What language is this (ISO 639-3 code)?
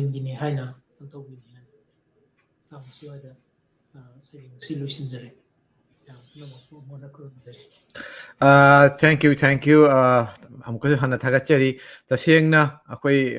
mni